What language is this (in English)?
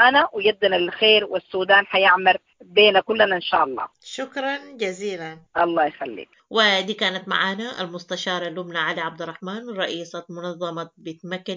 Sudanese Arabic